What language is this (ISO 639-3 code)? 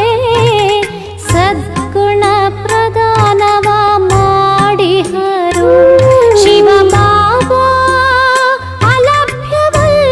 kan